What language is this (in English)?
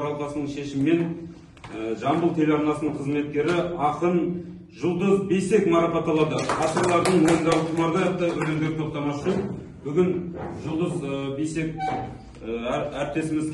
Kazakh